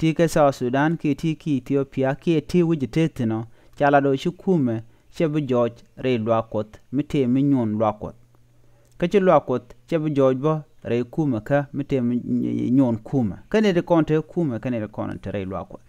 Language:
Nuer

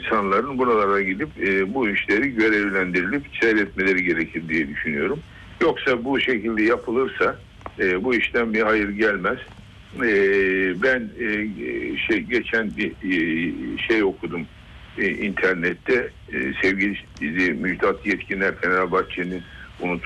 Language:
Turkish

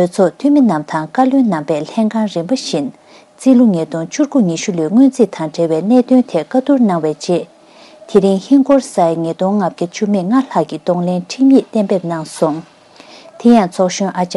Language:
Tibetan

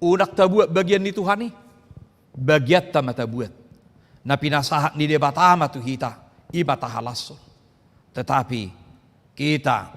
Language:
Batak Toba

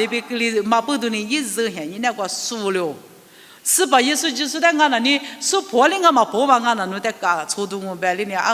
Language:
Lisu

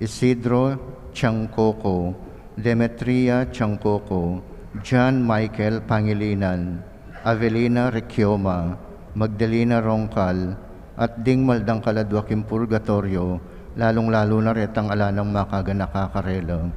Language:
Pampanga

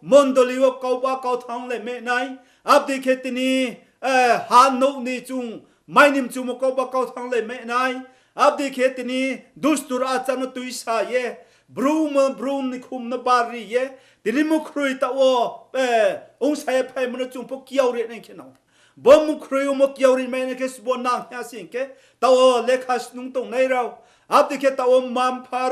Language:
Riang (India)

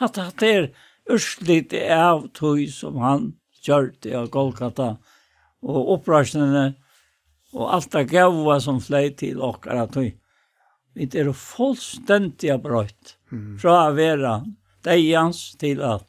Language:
Faroese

